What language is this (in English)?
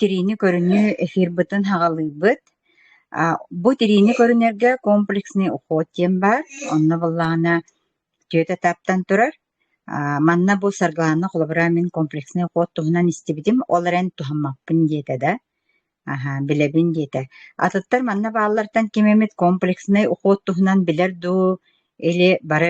Yakut